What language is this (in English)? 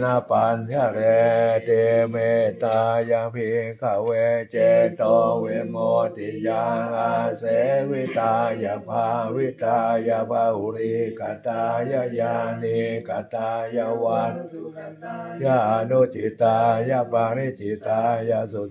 Pali